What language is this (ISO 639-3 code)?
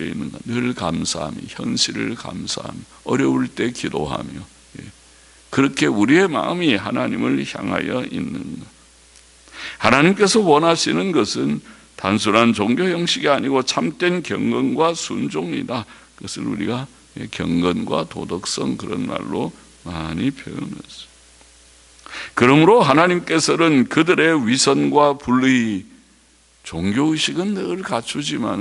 kor